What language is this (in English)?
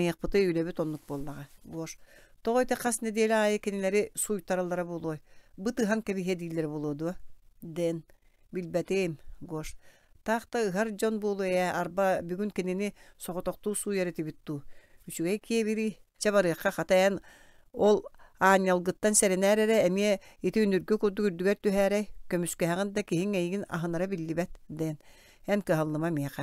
Yakut